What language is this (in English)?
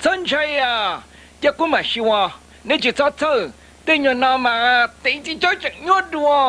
Hmong